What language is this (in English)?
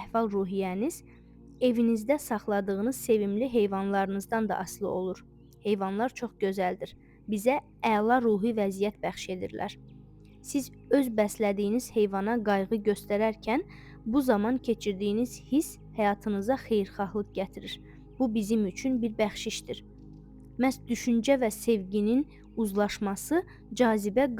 Azerbaijani